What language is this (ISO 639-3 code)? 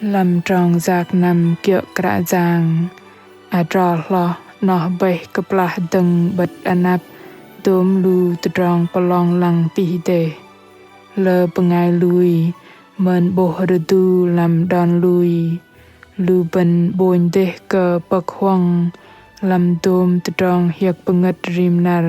bdq